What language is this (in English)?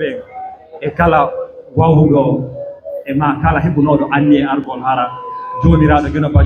Fula